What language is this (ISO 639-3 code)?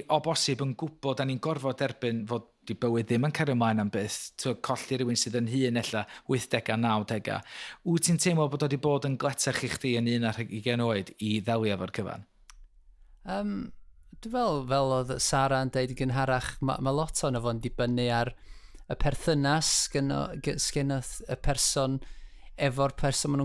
cym